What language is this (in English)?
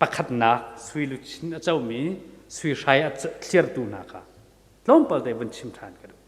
Hakha Chin